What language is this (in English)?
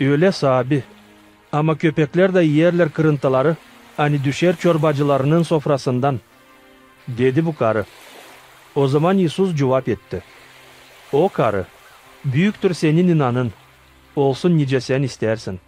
Gagauz